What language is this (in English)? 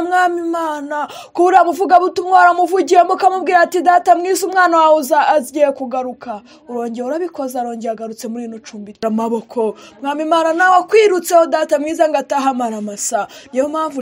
Kinyarwanda